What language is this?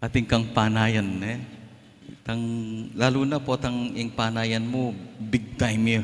Pampanga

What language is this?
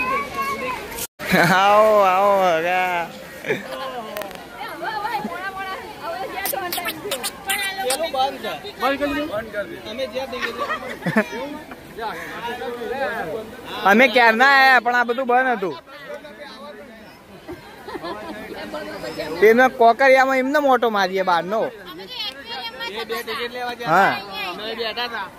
Gujarati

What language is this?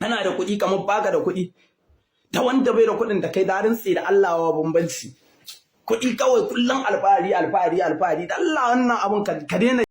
Hausa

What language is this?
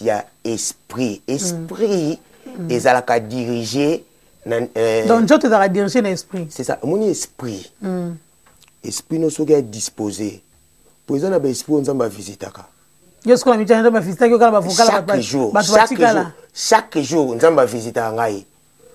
Lingala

